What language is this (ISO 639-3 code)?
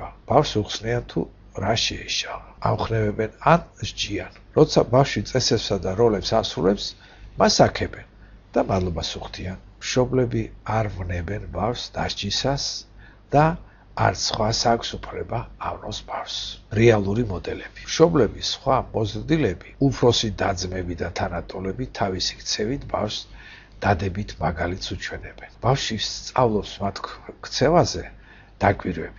kat